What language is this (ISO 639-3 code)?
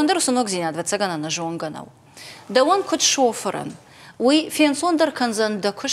oss